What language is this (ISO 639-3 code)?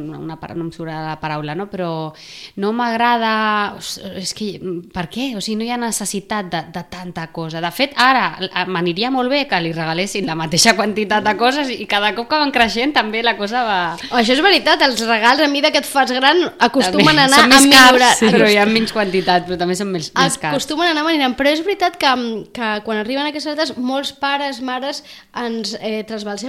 cat